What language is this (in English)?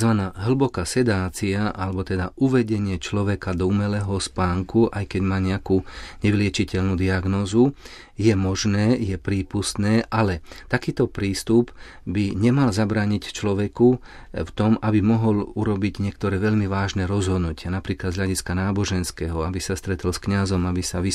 Slovak